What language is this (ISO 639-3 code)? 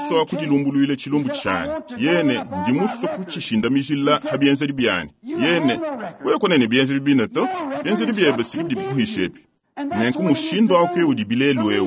lua